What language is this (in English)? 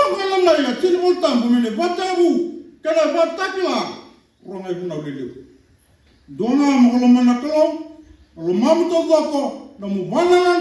Fijian